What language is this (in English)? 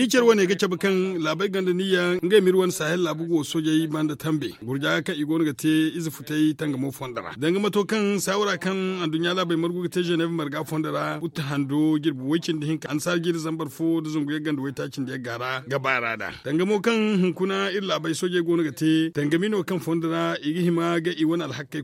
Zarma